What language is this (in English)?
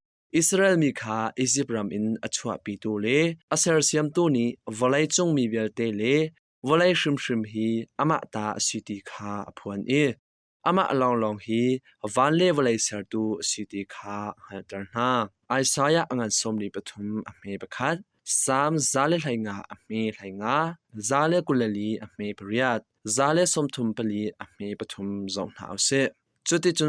Hakha Chin